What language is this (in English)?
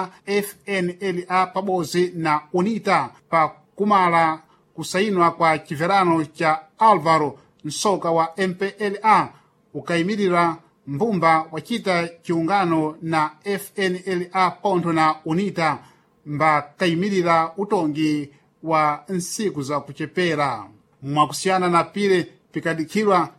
Sena